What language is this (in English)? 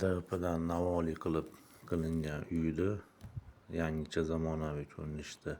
Uzbek